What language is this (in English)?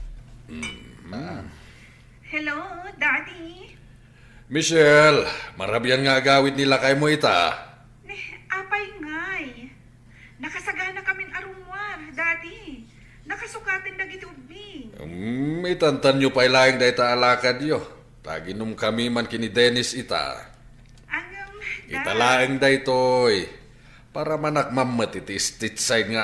Iloko